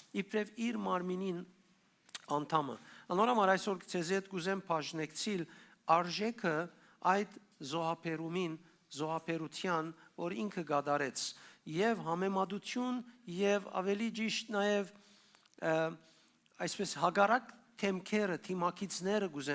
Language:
Western Armenian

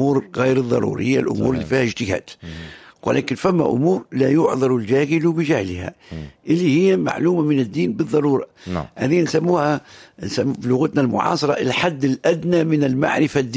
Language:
Tunisian Arabic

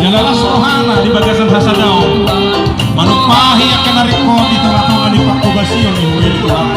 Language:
Batak Toba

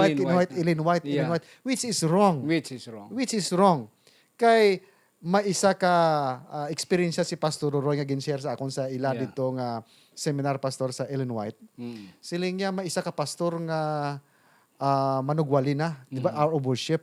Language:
Hiligaynon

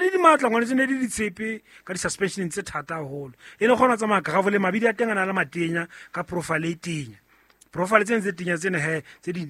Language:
Southern Sotho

